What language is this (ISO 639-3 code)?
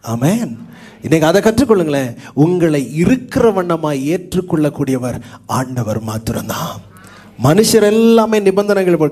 tam